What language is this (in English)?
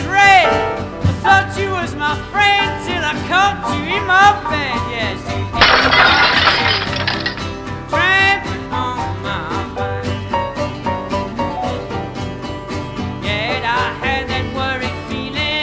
English